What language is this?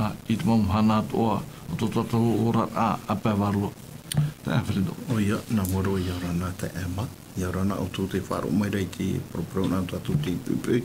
Tahitian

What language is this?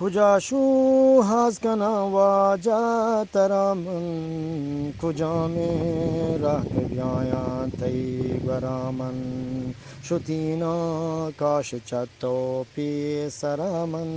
Eastern Balochi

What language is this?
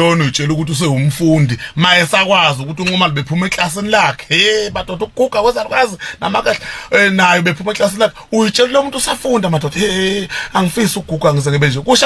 Zulu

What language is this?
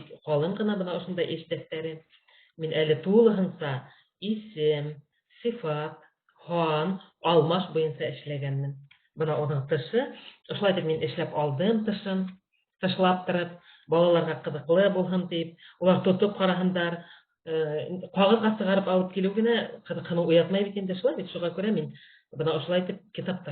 Bashkir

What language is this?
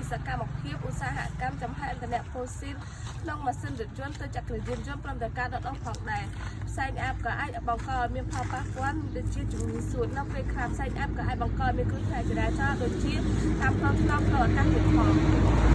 Khmer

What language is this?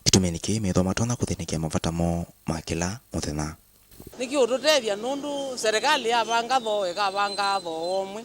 Kamba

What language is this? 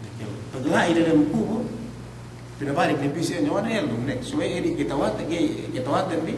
Yakan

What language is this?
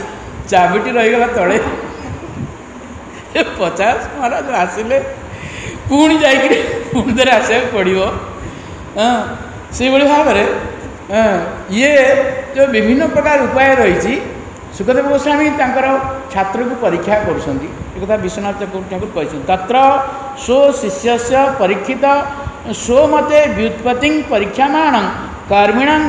Odia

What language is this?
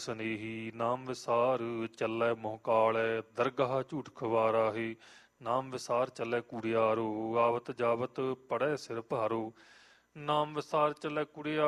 Punjabi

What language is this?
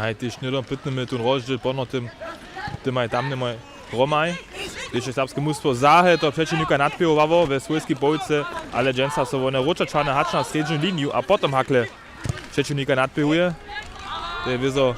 Upper Sorbian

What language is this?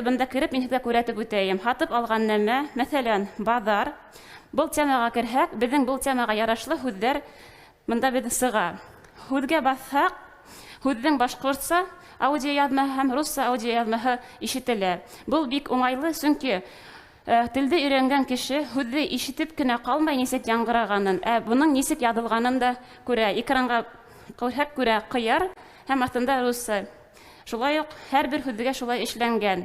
Bashkir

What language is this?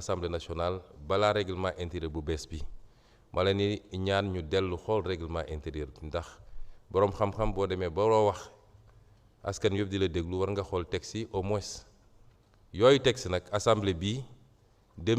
Wolof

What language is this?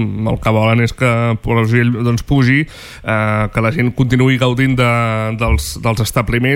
Catalan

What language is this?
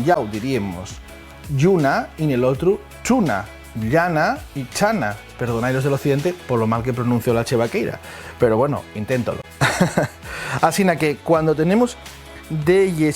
Asturian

